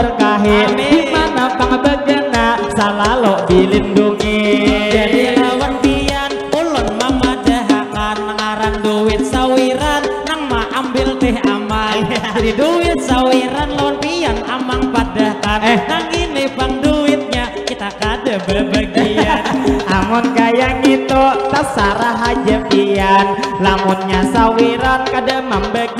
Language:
Banjar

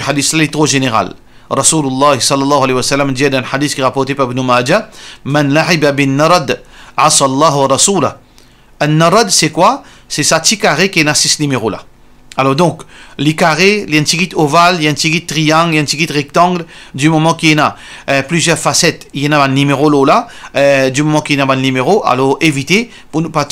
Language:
Morisyen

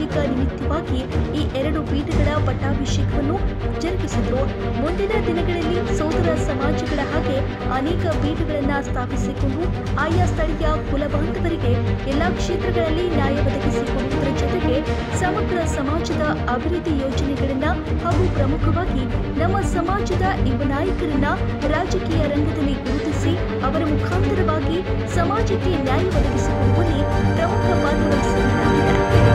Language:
Kannada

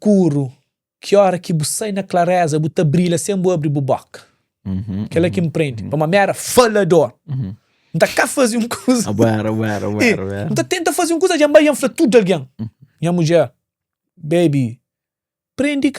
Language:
Kabuverdianu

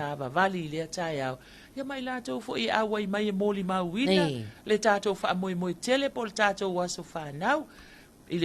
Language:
Samoan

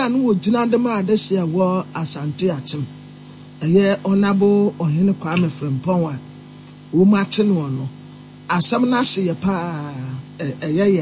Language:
Akan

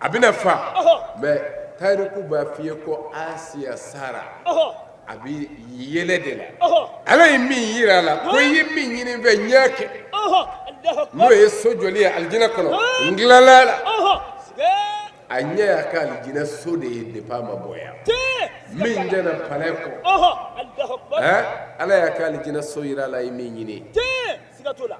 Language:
Bambara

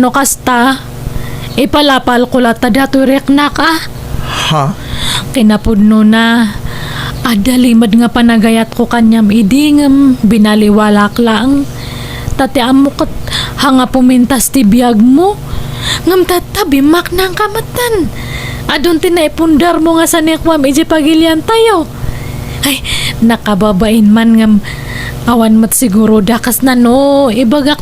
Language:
Iloko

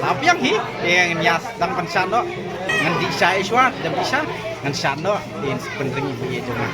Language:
Khasi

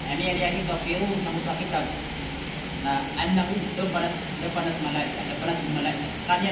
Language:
Maranao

